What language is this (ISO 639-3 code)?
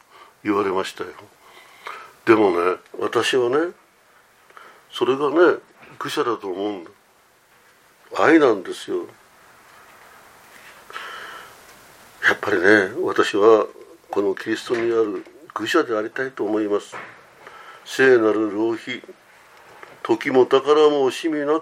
jpn